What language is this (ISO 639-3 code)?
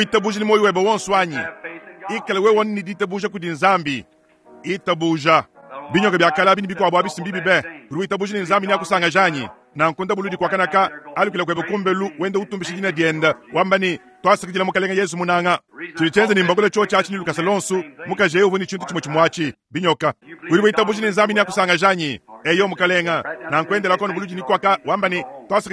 lua